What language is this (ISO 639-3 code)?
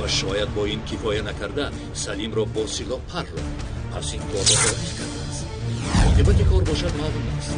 tgk